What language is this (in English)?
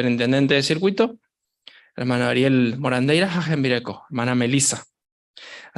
Guarani